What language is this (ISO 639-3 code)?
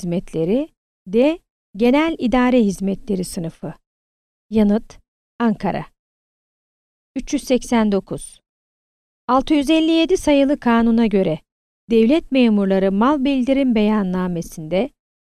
tur